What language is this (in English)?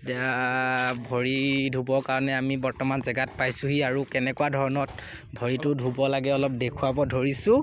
Assamese